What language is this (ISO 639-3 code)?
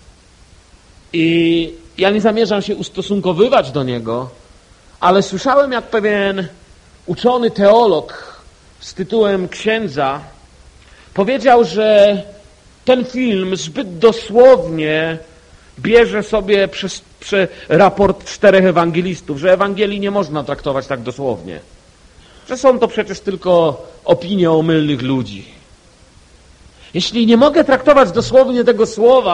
pol